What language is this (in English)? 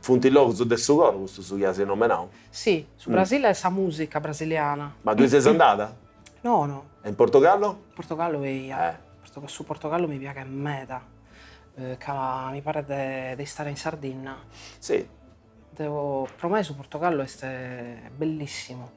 Sardinian